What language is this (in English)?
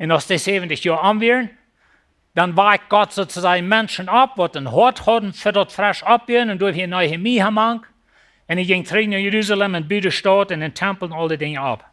Plautdietsch